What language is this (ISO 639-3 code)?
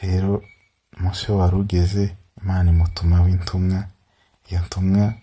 kin